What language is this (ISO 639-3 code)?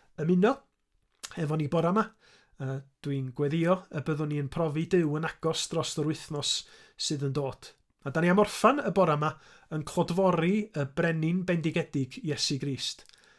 cym